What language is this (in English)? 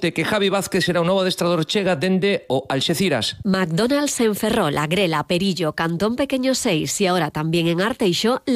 Galician